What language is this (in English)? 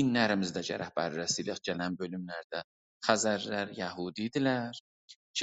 South Azerbaijani